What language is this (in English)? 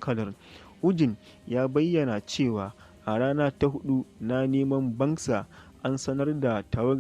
Hausa